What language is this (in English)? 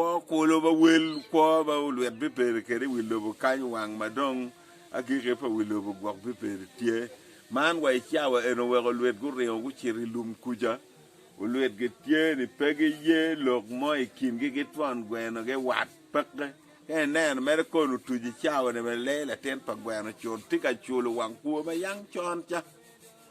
Acoli